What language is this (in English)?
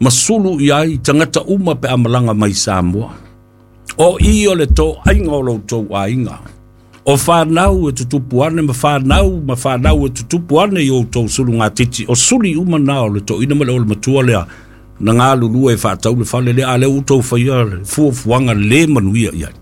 Samoan